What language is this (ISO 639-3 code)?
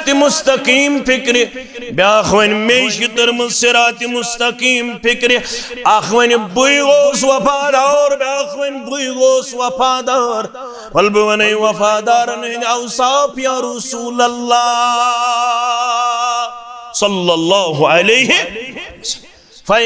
kas